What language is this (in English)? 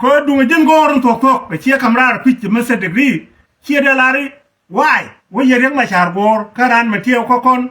Nuer